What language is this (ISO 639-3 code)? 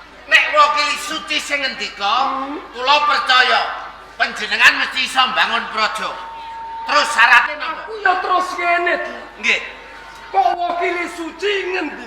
jav